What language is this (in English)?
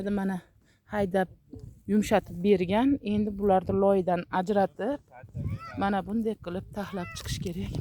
Uzbek